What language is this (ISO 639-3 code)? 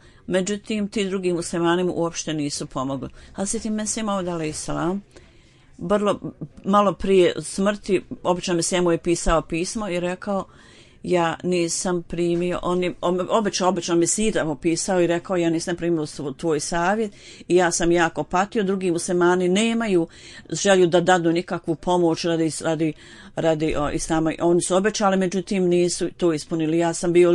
bos